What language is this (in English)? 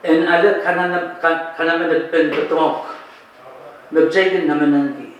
Pohnpeian